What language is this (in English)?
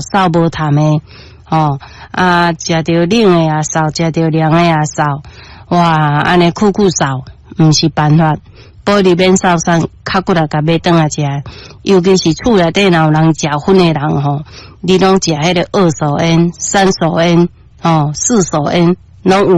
Min Nan Chinese